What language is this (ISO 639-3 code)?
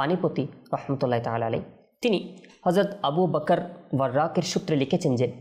ben